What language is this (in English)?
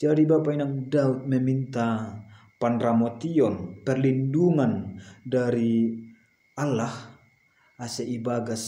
Batak Simalungun